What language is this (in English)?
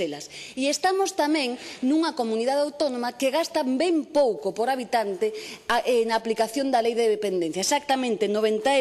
Galician